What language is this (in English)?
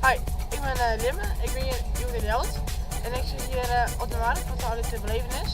Western Frisian